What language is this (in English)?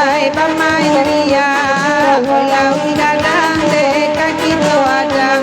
Minangkabau